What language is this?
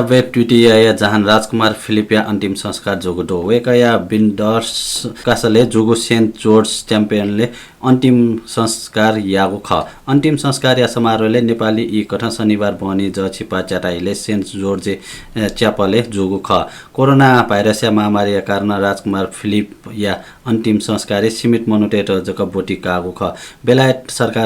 Newari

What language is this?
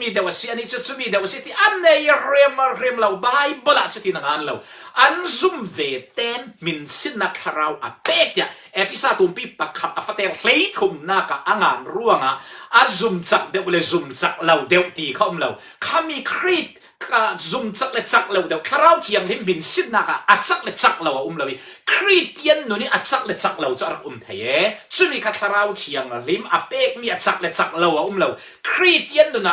Falam Chin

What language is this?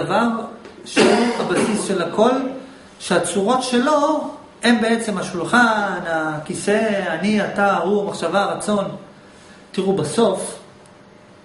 Hebrew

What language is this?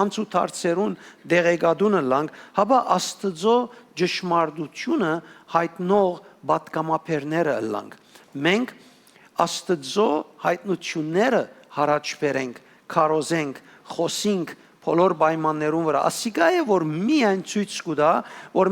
Western Armenian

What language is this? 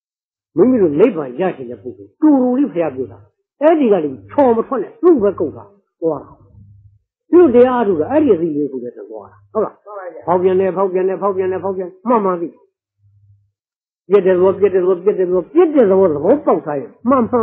Burmese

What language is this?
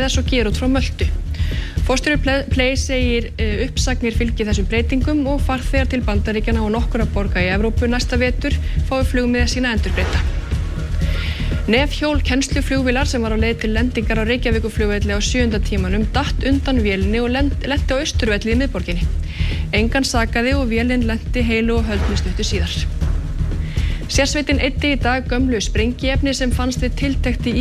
Icelandic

